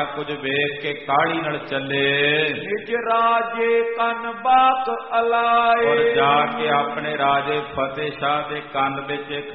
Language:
Punjabi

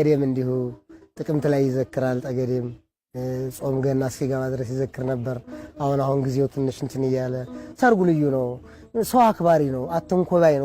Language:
Amharic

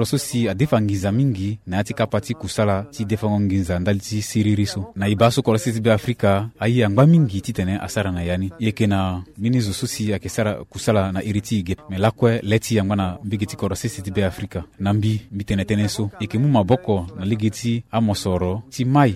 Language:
Sango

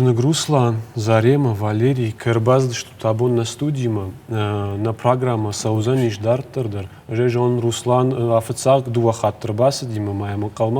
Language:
Ossetic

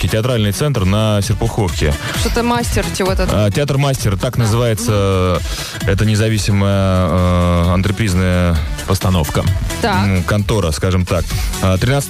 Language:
Russian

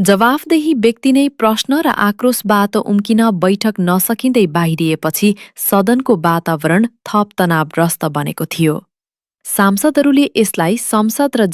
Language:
Nepali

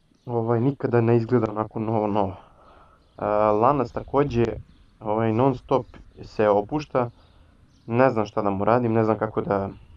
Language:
Serbian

